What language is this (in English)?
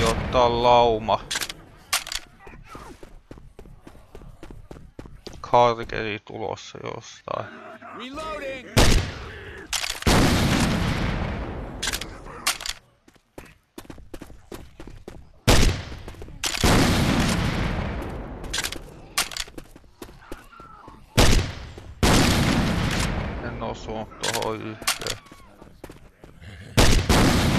Finnish